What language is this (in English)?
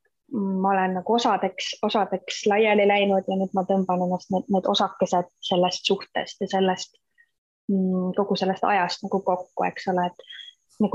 Estonian